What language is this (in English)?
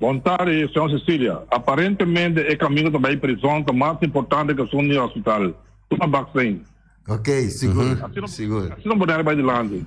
Papiamento